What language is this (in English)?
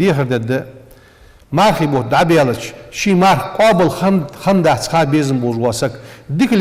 Ingush